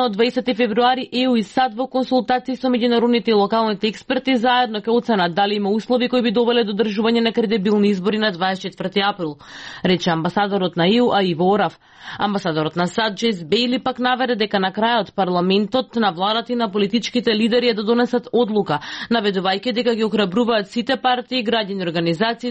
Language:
Macedonian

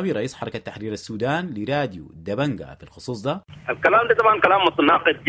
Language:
Sudanese Arabic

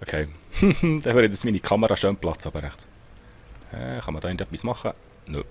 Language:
Swiss German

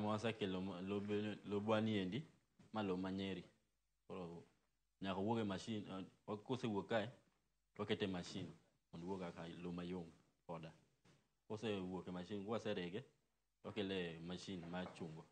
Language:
Luo (Kenya and Tanzania)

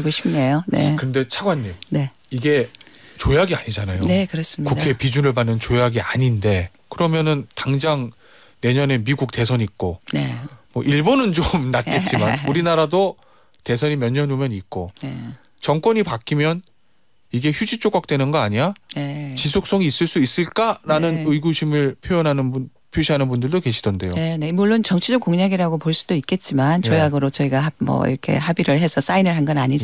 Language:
Korean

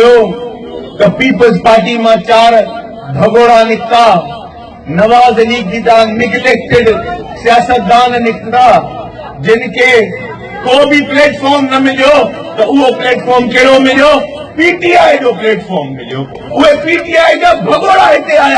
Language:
Sindhi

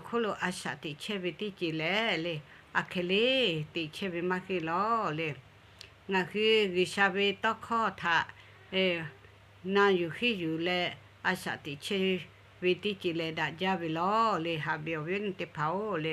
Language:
Lahu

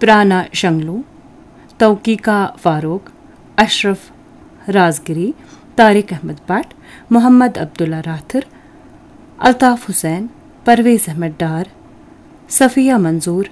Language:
Kashmiri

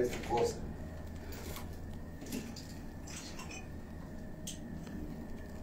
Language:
Spanish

